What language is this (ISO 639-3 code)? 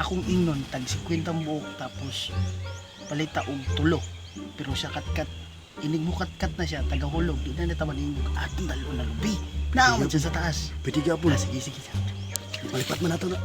ceb